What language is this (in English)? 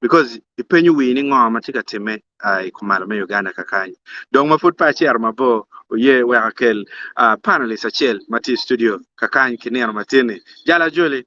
Acoli